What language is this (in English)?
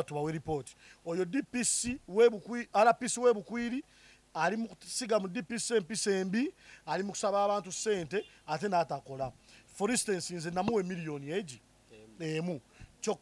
Ganda